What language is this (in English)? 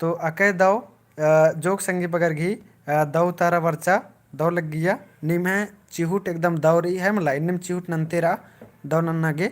Kurukh